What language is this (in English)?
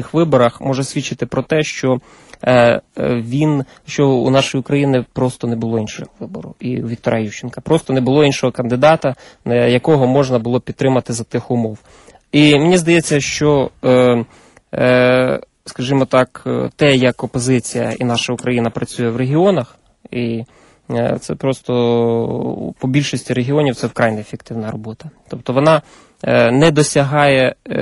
Ukrainian